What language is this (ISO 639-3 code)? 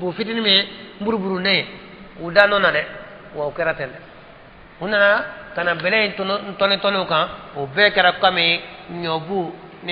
bam